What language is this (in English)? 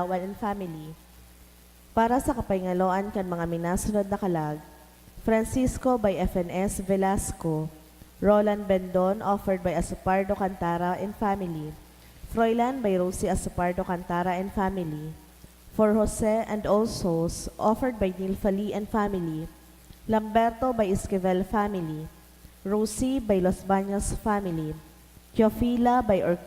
Bikol